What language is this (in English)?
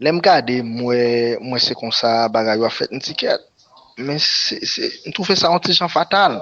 Haitian Creole